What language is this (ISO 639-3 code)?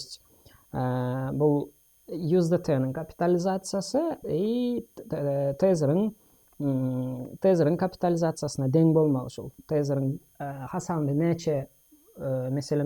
tuk